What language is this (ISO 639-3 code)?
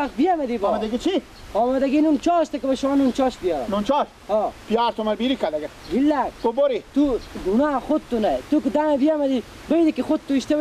fas